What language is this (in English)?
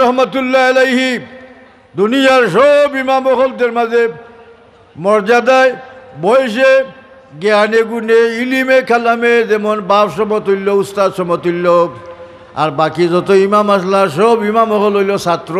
Sylheti